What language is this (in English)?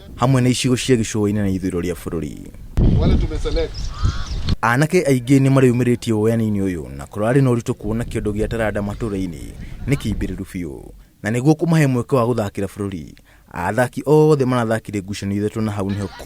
Kikuyu